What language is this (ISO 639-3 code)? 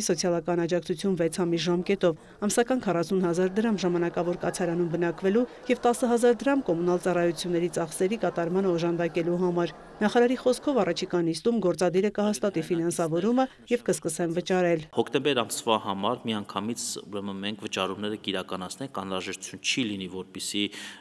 hye